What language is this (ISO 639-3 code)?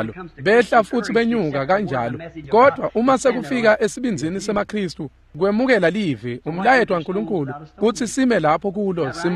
ssw